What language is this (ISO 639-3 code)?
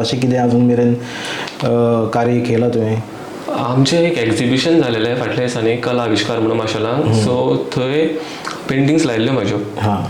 kok